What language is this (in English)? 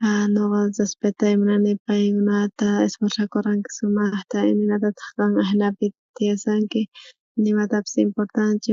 South Bolivian Quechua